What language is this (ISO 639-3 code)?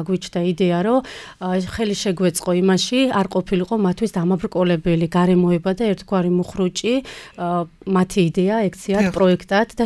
kat